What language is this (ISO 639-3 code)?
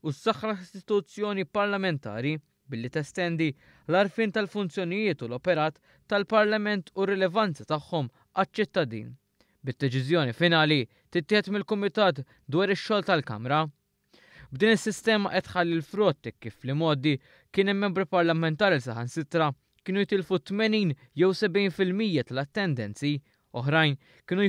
mlt